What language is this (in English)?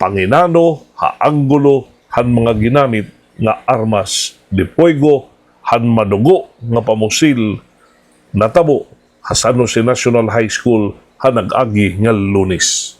Waray